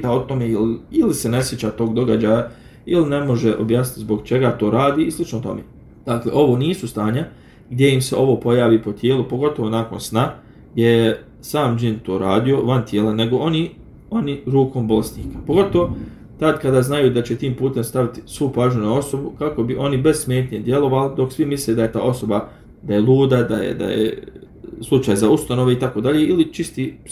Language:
Bosnian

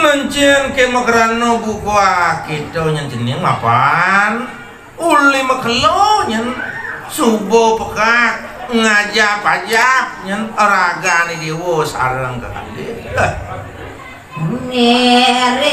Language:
Balinese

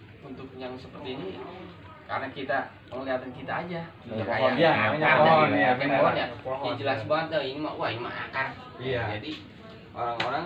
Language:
Betawi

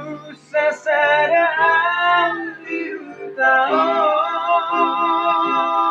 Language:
Batak Toba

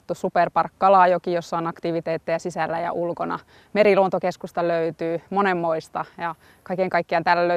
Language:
Finnish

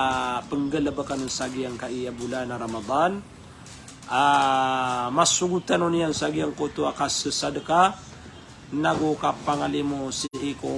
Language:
Maranao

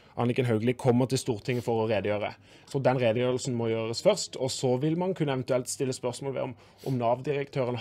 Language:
Norwegian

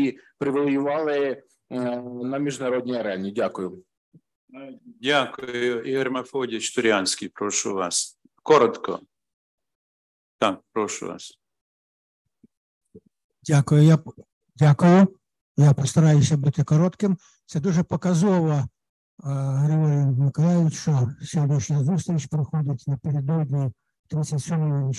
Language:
Ukrainian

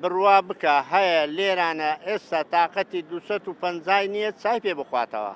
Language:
Central Kurdish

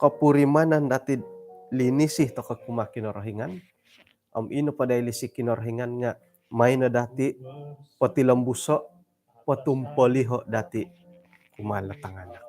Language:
Central Dusun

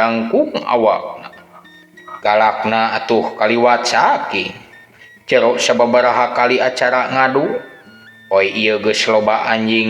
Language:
Sundanese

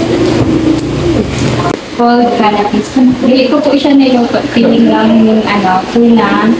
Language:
Filipino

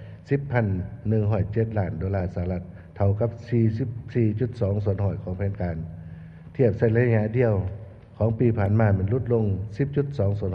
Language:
Lao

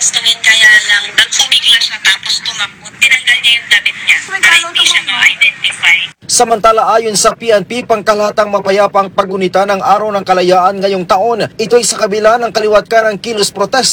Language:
Filipino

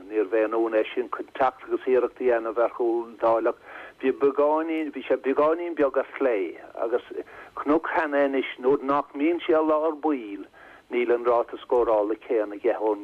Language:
Irish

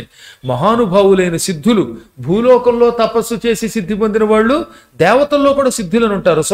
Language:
Telugu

